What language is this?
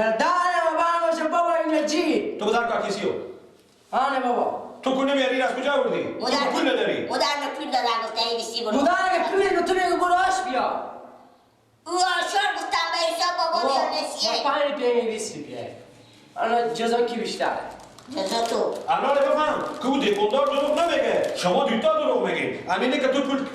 Persian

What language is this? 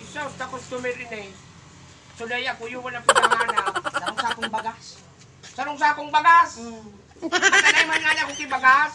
Bikol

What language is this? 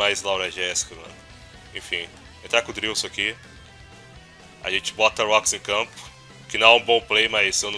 Portuguese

